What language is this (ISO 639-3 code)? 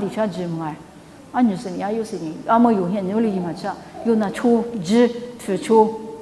lis